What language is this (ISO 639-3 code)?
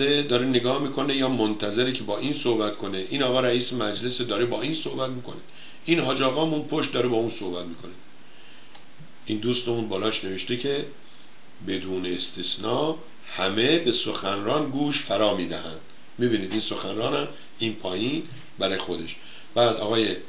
fas